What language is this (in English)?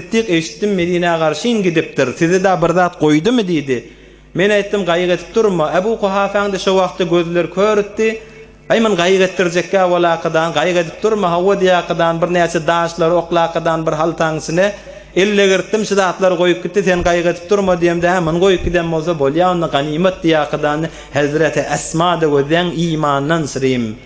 Turkmen